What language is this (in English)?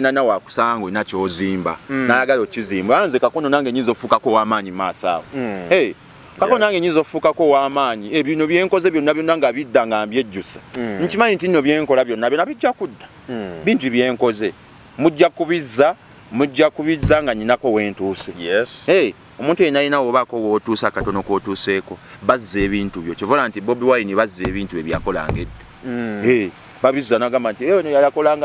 Ganda